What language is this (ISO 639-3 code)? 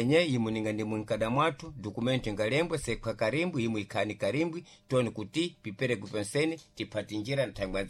seh